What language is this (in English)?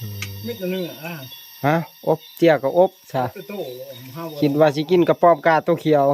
Northeastern Thai